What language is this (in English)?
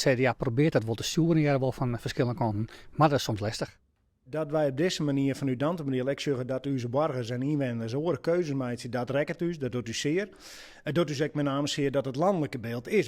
Western Frisian